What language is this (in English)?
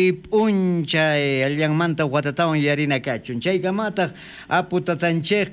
South Bolivian Quechua